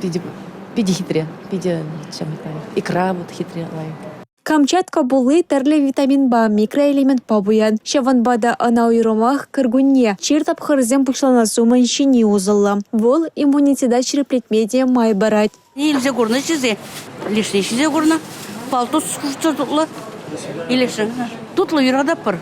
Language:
Chuvash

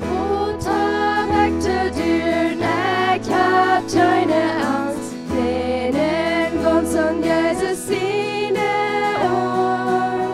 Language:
Plautdietsch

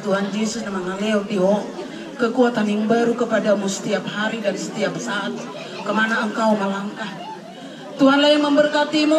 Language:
Batak Toba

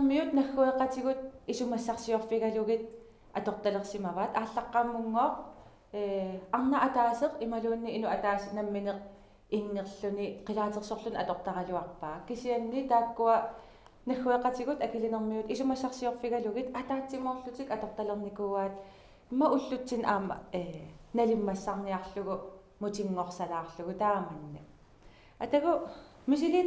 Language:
Kalaallisut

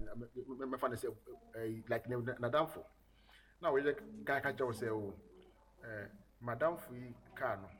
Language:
Akan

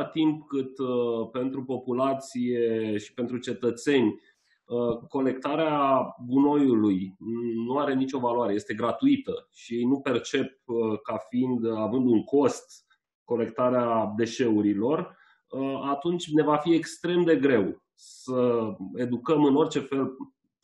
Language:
Romanian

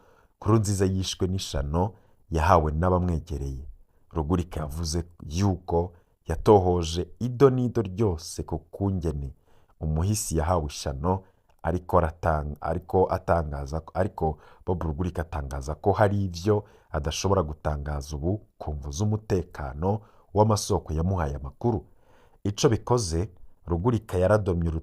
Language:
Rundi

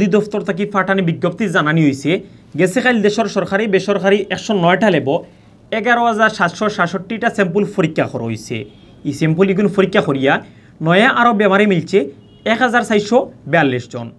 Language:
Sylheti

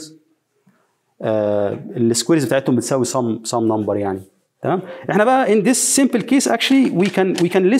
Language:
Egyptian Arabic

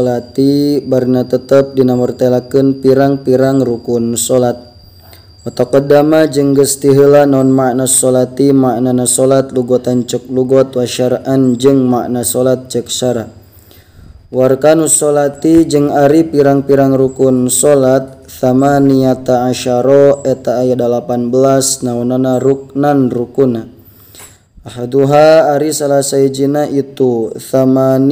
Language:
Sundanese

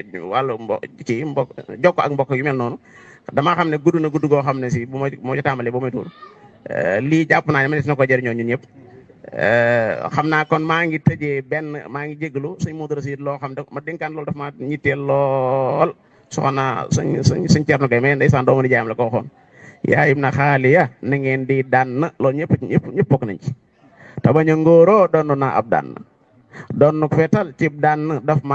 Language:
Wolof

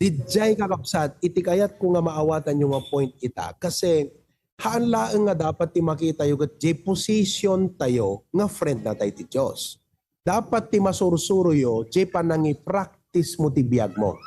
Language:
Iloko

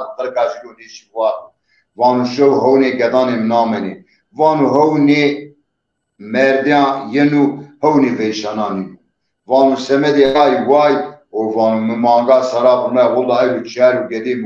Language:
Zaza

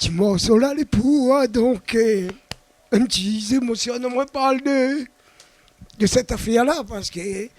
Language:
Réunion Creole French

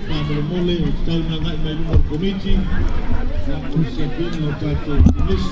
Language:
Samoan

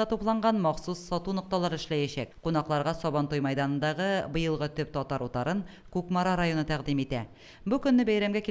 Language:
Tatar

